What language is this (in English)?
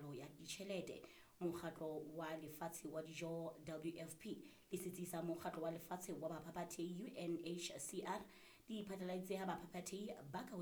Southern Sotho